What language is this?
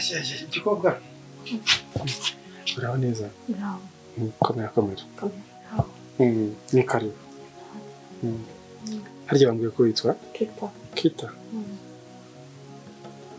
Kinyarwanda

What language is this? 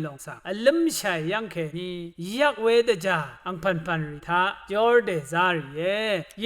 Rawang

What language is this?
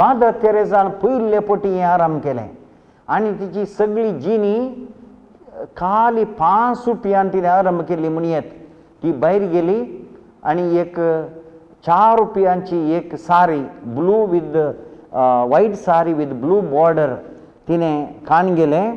Konkani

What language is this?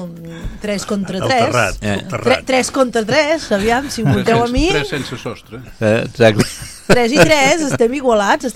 Catalan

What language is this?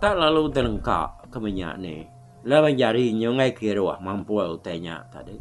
Iban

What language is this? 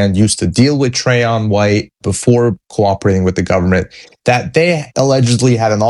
English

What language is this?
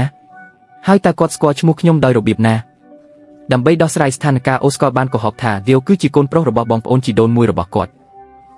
Khmer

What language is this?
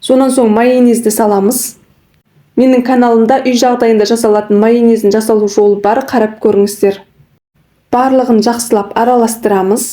Kazakh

